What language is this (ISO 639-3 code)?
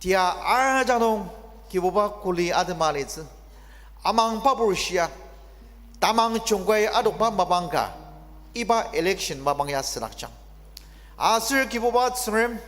njo